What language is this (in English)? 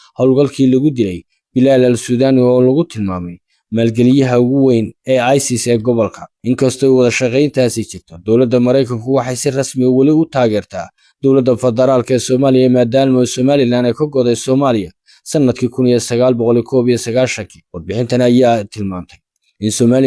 Somali